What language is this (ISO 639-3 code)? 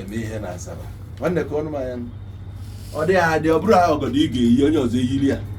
ibo